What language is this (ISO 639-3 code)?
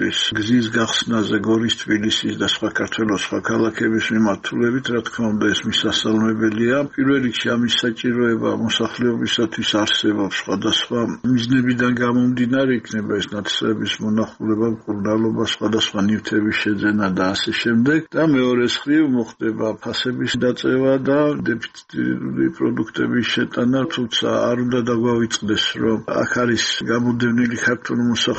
kat